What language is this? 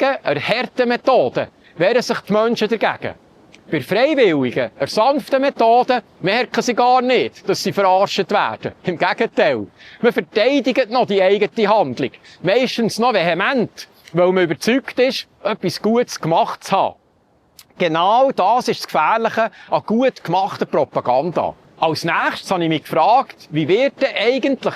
Swiss German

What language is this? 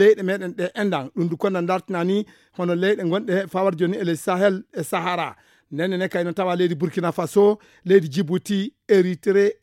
Fula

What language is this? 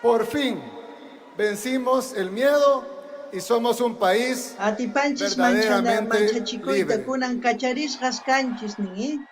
South Bolivian Quechua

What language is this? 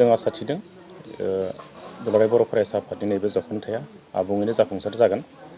Bodo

